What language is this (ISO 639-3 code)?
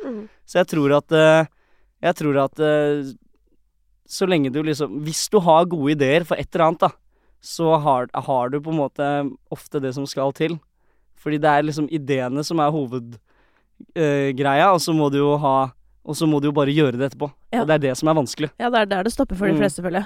nor